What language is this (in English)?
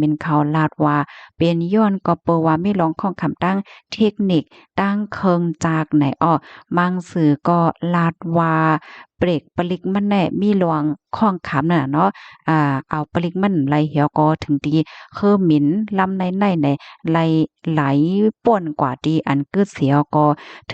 Shan